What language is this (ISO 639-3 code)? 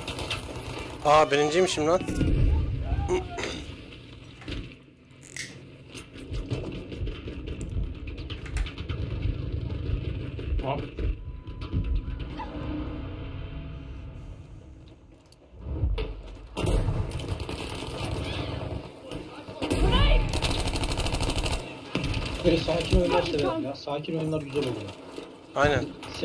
tur